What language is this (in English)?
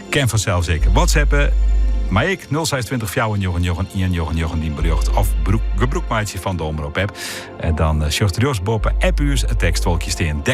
Western Frisian